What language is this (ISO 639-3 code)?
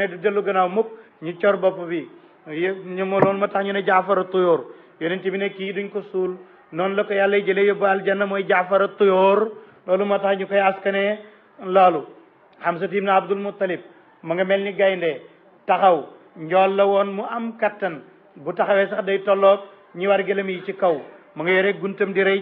wol